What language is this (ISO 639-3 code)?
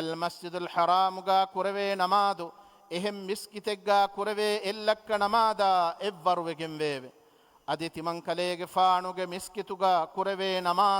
div